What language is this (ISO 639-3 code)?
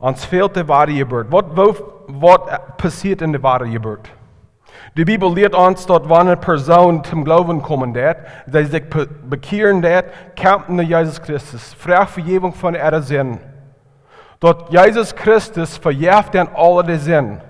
pdt